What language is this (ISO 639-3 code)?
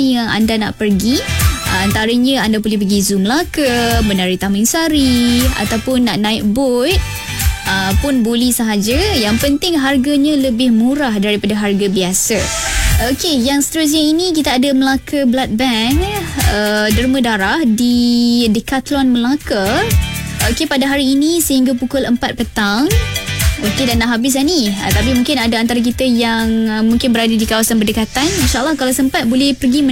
msa